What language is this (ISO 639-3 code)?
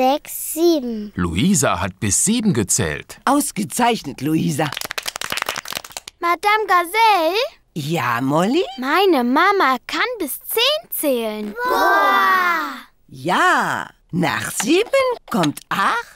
deu